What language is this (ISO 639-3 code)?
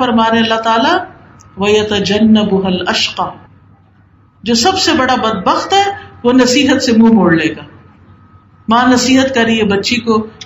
urd